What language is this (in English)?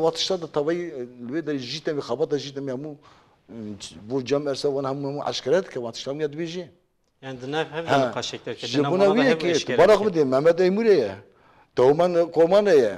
Kurdish